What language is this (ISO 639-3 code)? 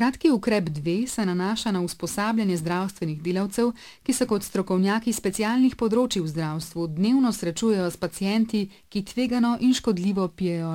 slv